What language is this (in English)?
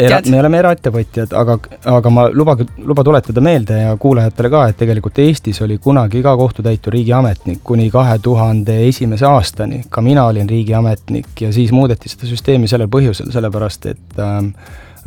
Estonian